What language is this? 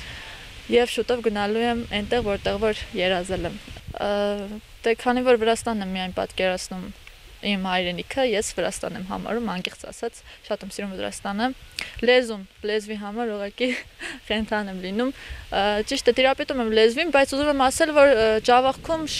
Armenian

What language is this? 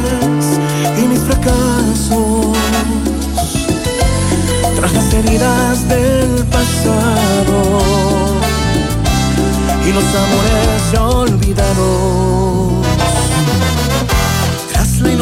Spanish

